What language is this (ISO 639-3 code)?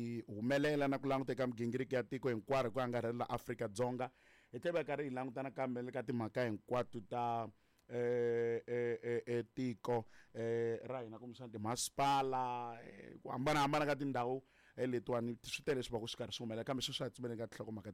tso